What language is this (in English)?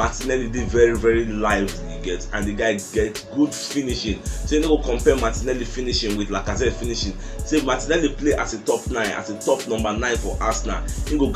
Nigerian Pidgin